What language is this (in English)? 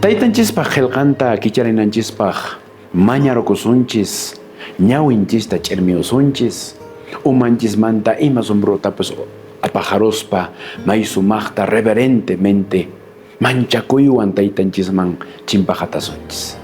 Quechua